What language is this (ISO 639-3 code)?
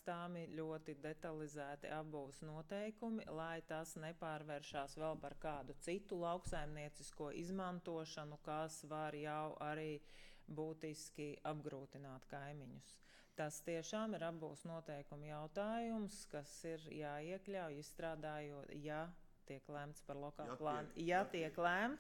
lav